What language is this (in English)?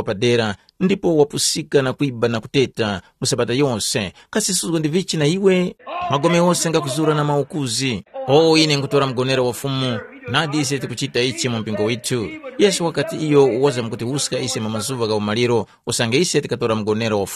Tumbuka